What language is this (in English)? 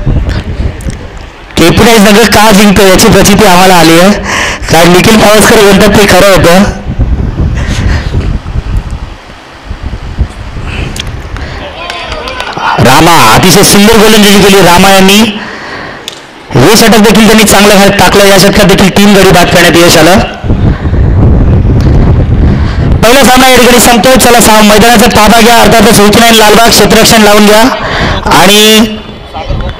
Marathi